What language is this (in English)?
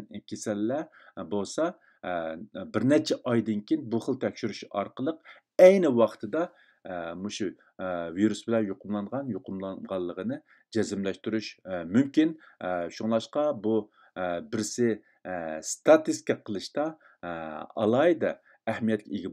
Uyghur